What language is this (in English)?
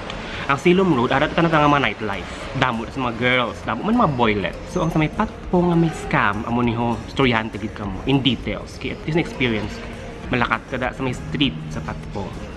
Hiligaynon